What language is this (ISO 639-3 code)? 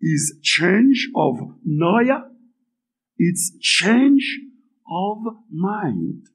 hat